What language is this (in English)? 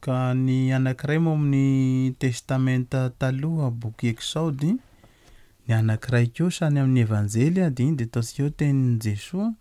Malagasy